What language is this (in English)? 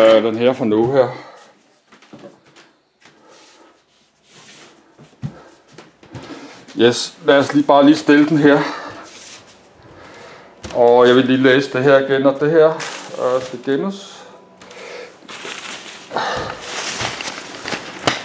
Danish